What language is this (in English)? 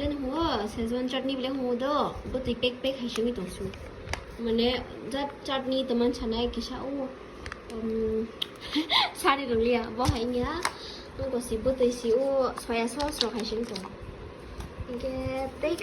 Kok Borok